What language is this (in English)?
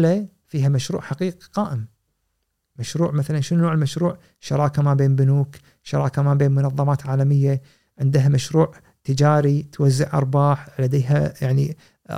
Gulf Arabic